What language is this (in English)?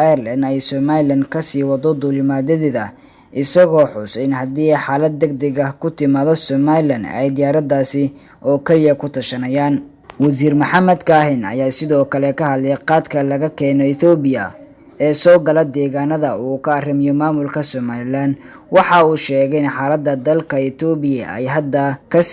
Somali